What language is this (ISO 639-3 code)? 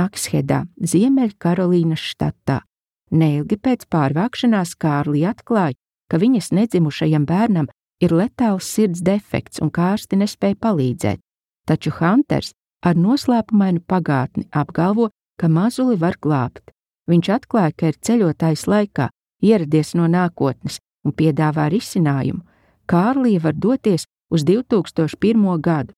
lav